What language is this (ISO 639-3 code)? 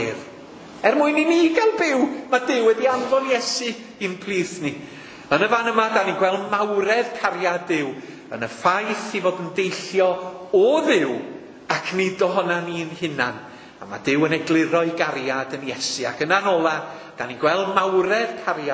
cym